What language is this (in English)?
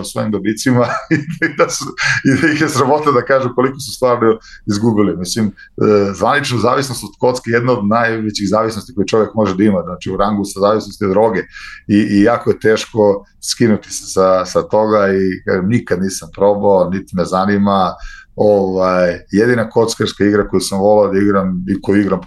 Serbian